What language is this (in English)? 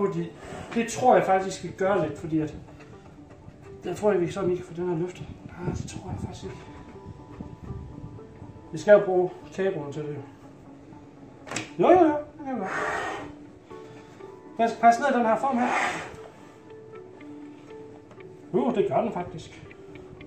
Danish